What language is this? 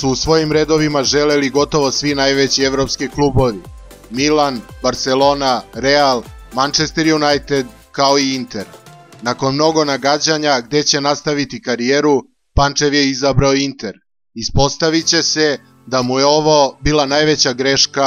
Serbian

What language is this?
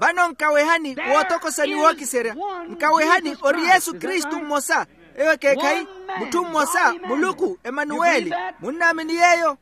Makhuwa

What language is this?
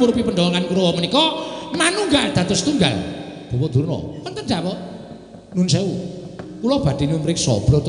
Javanese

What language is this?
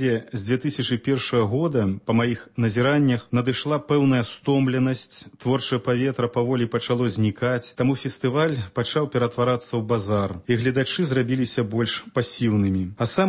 Belarusian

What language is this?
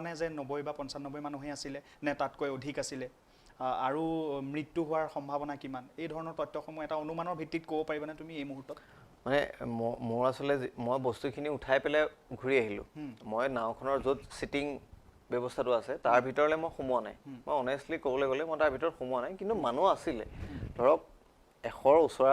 Assamese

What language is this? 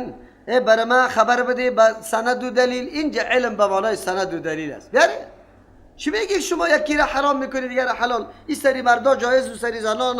Persian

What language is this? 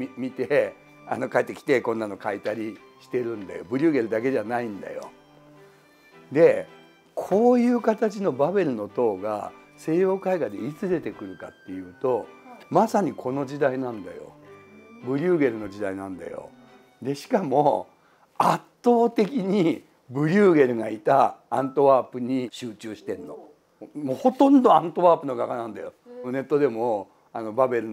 Japanese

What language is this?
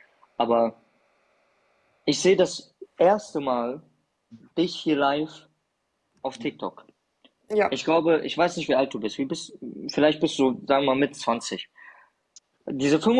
German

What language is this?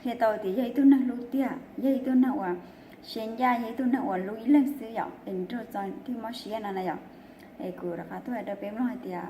Hmong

